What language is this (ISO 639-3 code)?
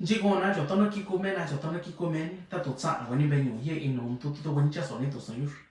mix